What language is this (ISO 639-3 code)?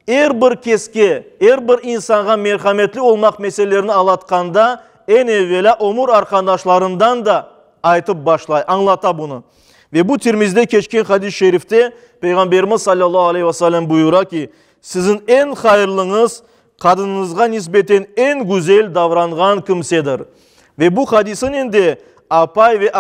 crh